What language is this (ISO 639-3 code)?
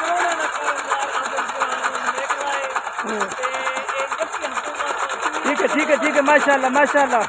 skr